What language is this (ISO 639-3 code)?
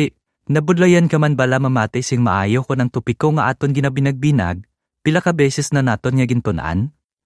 hil